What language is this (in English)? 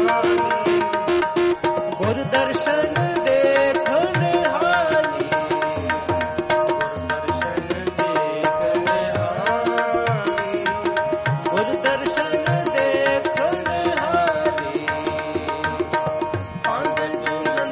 Punjabi